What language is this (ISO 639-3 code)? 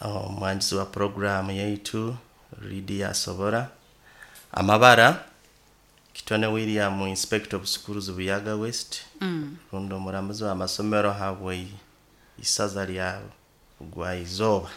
nyo